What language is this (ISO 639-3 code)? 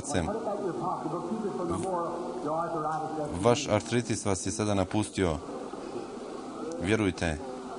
hrv